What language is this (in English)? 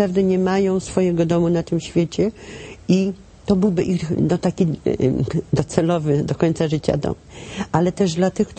Polish